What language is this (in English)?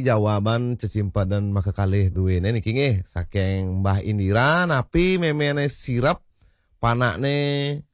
Balinese